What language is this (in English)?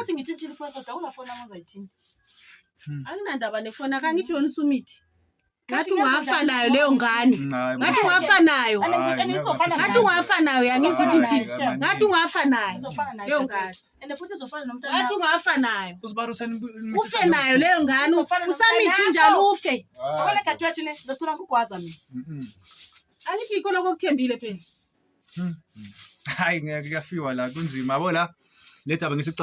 Zulu